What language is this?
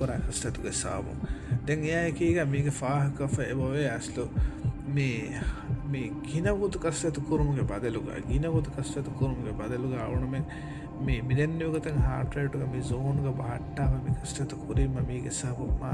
Divehi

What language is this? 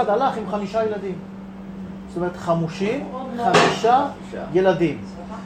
Hebrew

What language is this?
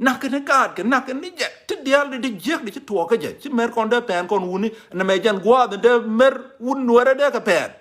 Nuer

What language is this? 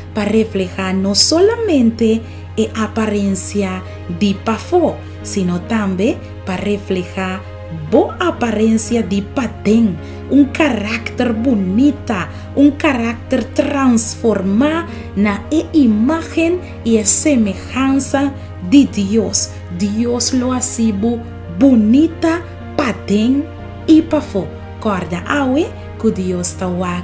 Papiamento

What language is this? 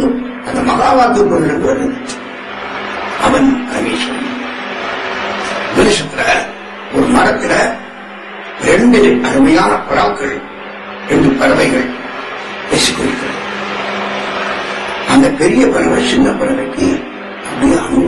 Tamil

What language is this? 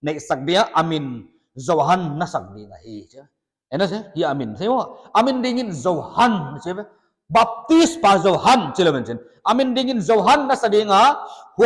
Paite Chin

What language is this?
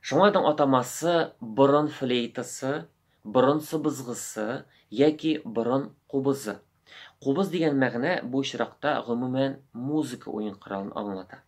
Tatar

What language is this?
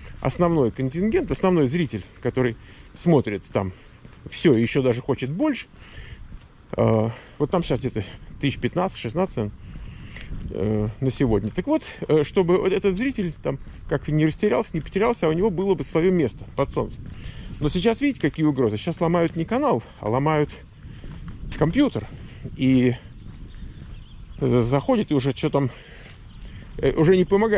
Russian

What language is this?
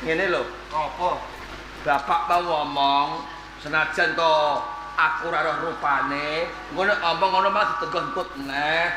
Javanese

